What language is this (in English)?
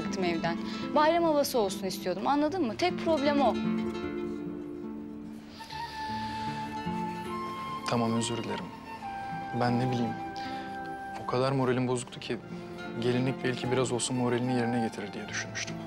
Turkish